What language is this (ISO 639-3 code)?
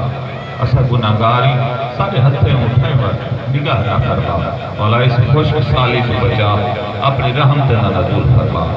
skr